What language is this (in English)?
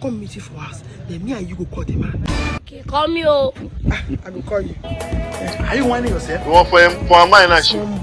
Nigerian Pidgin